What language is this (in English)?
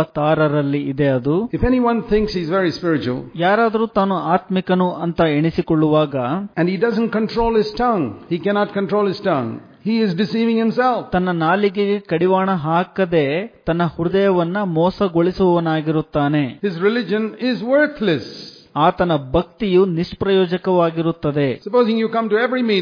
Kannada